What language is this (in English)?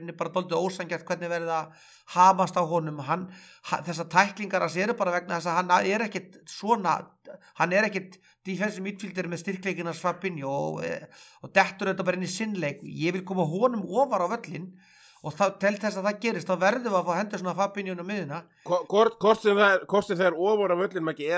Icelandic